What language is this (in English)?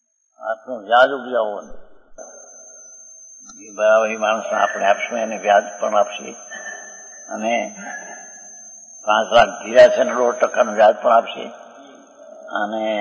Gujarati